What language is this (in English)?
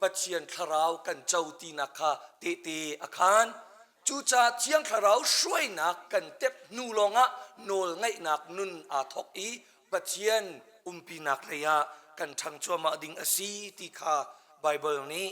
Hakha Chin